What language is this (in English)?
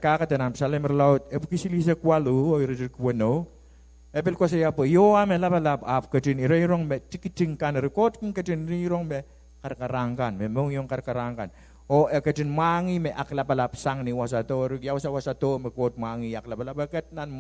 Pohnpeian